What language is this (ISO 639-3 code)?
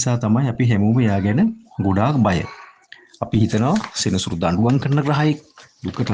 sin